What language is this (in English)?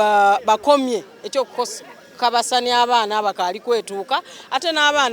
Soga